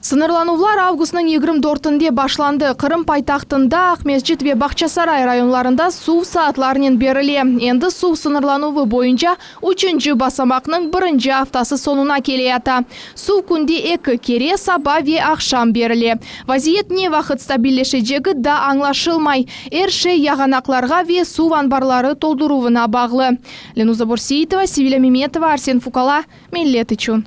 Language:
Crimean Tatar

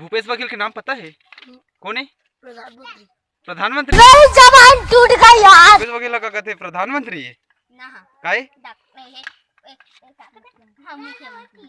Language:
Chhattisgarhi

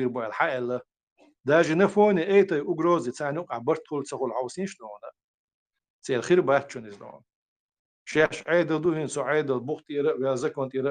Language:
Chechen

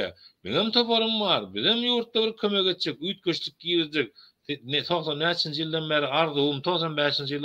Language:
Turkmen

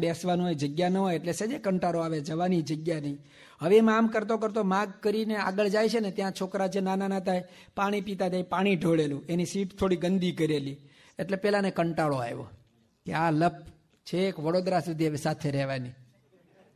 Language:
Gujarati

